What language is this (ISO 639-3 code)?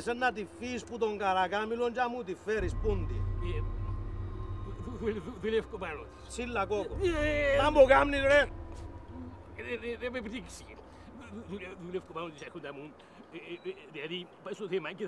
ell